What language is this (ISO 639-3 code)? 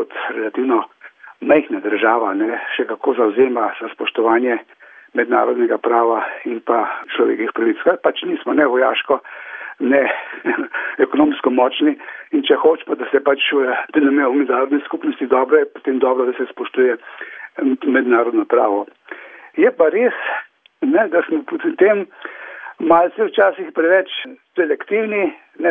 slv